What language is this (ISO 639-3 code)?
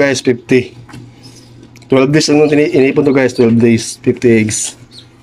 fil